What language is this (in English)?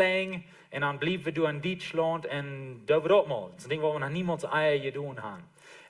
Plautdietsch